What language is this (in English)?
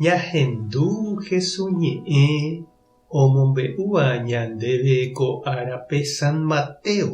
Guarani